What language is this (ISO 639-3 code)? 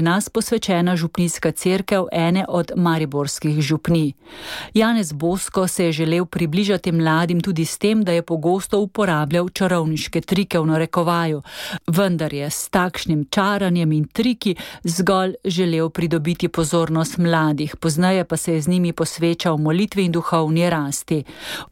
slv